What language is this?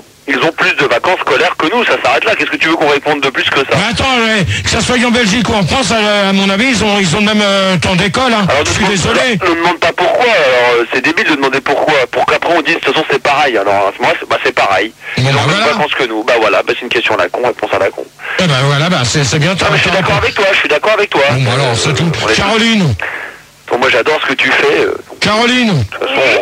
French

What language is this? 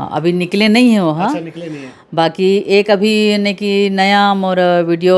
Chhattisgarhi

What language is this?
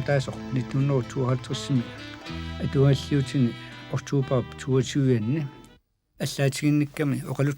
Kalaallisut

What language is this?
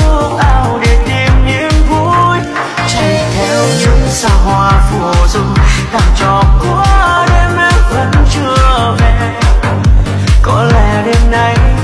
Vietnamese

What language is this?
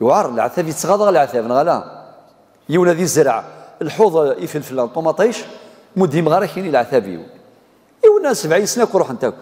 Kabyle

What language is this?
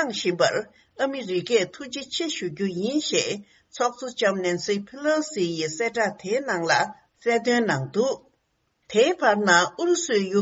Tibetan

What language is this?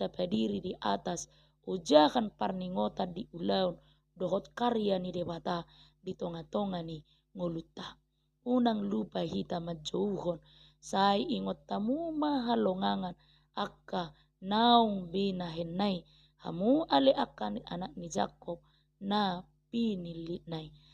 Batak Toba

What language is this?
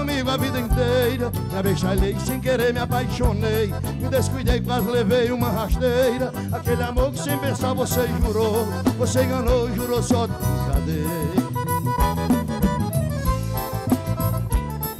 Portuguese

